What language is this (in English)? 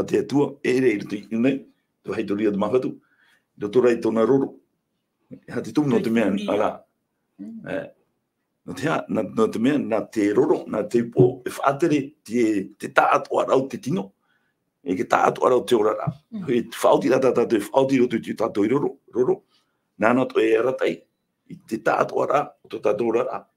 Tahitian